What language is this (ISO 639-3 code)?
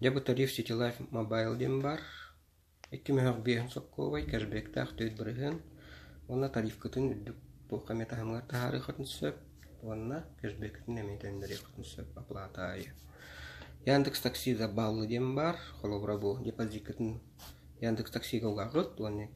sah